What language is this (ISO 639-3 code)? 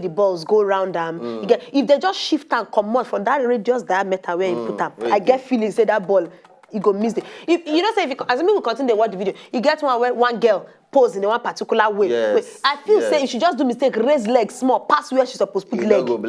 pcm